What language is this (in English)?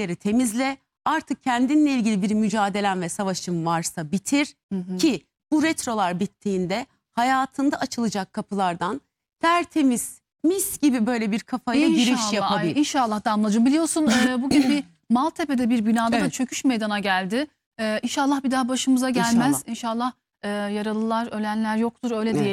Turkish